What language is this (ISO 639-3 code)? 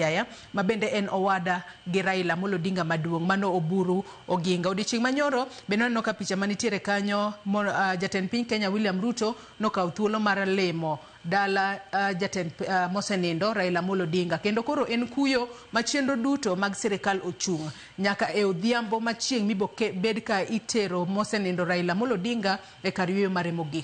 luo